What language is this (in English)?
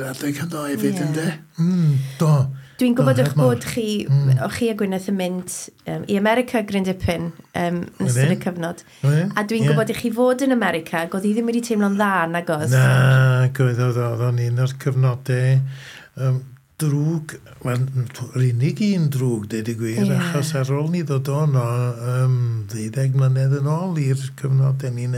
Welsh